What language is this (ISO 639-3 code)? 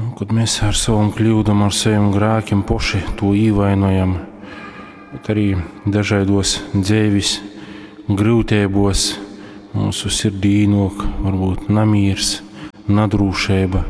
ltg